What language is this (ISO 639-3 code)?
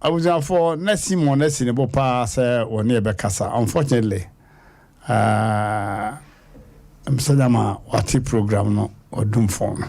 aka